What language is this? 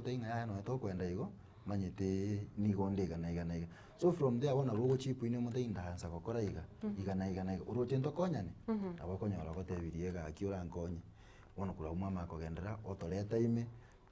Gusii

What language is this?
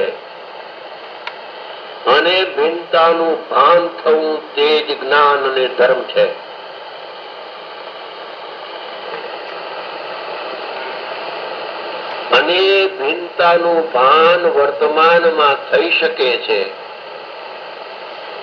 Gujarati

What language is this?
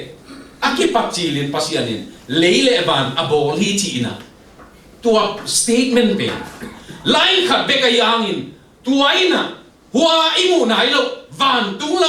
Tedim Chin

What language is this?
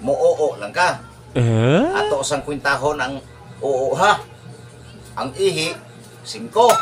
Cebuano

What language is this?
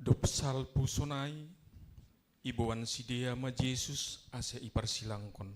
Batak Simalungun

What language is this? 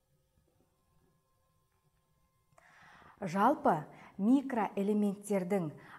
Kazakh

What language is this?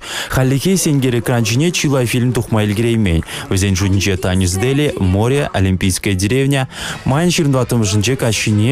Chuvash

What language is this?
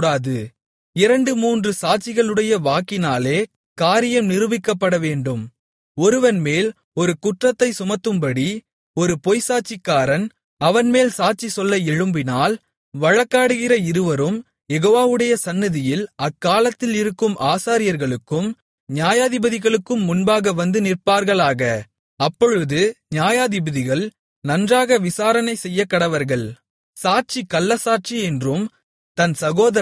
Tamil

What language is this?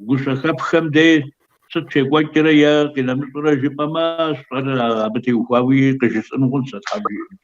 Kabardian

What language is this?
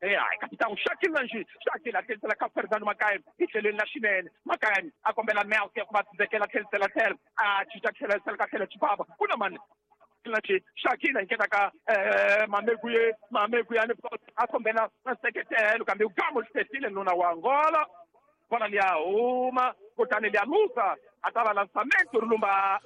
Tsonga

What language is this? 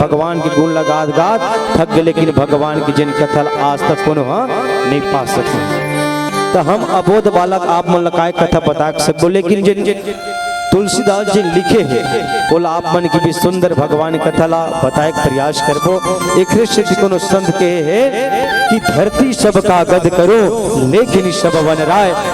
Chhattisgarhi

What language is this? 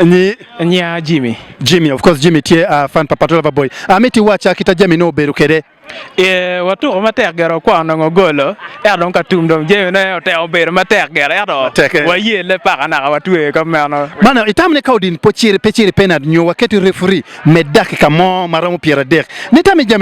Acoli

